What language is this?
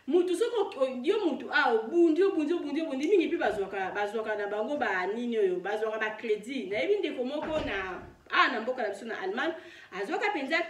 Lingala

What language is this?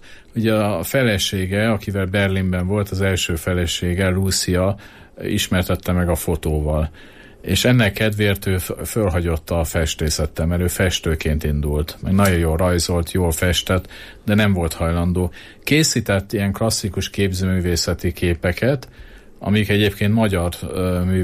Hungarian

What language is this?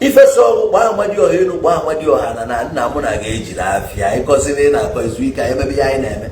Igbo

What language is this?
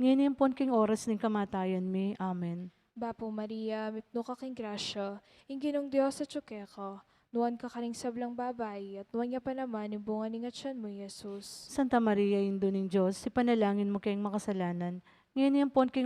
Pampanga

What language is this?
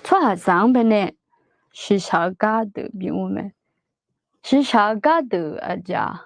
Akha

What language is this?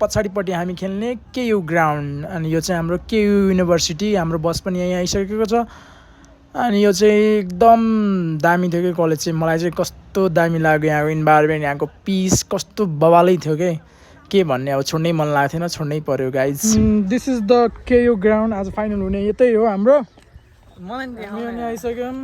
Nepali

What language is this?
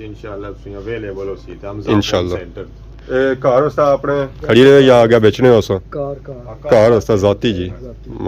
Pahari-Potwari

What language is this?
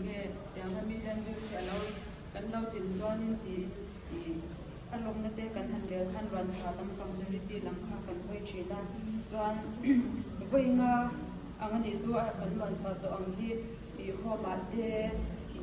Mizo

